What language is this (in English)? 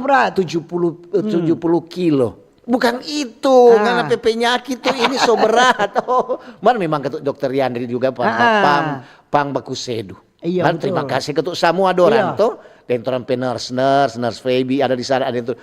Manado Malay